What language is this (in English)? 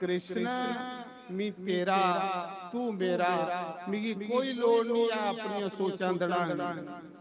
Dogri